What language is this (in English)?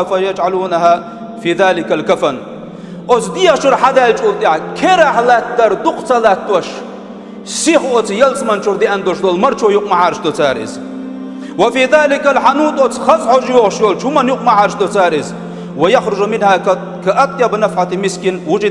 Chechen